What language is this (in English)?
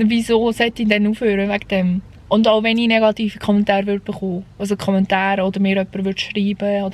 Swiss German